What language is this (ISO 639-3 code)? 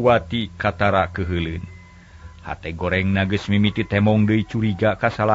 sun